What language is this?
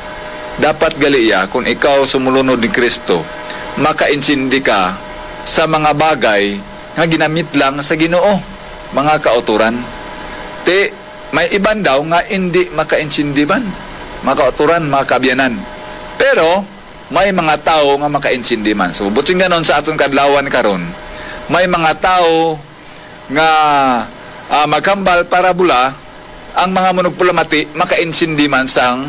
Hiligaynon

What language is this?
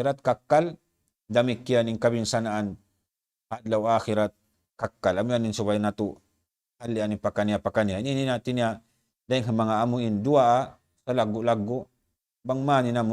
Tausug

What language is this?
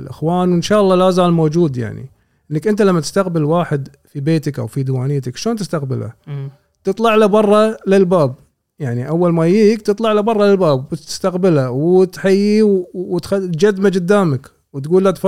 Gulf Arabic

